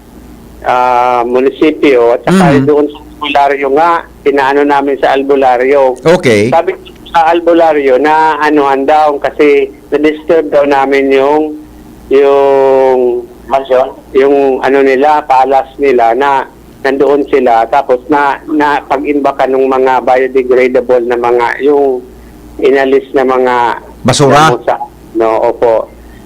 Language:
Bikol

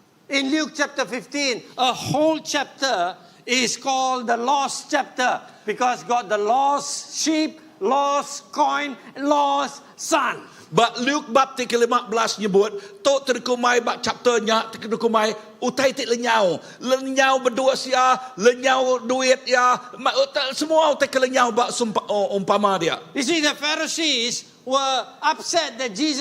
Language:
Iban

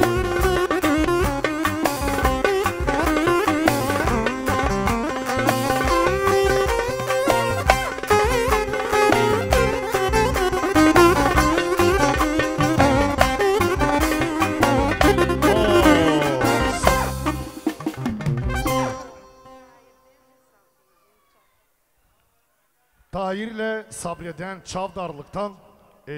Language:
Turkish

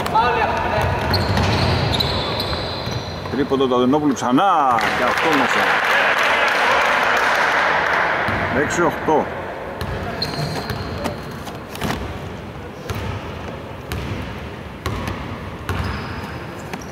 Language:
Greek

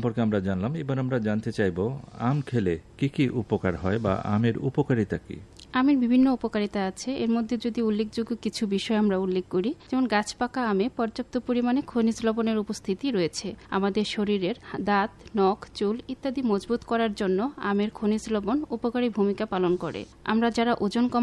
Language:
Bangla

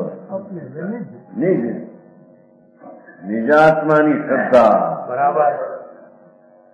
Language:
Gujarati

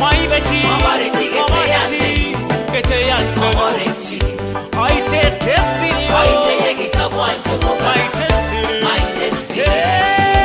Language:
Kalenjin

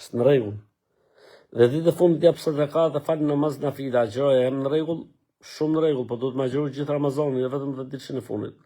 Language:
Albanian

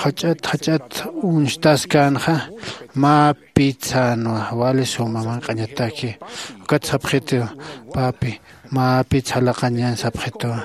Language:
Aymara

